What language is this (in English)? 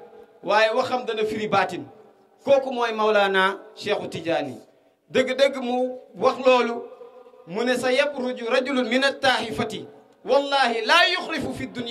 Wolof